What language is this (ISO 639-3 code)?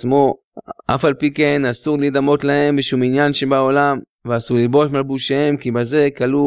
heb